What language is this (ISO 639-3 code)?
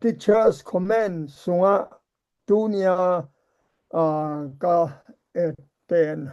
ctd